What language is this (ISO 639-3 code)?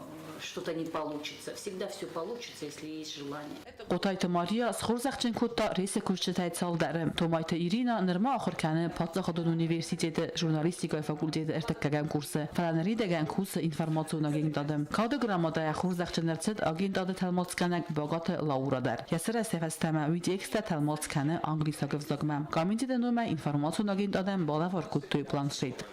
oss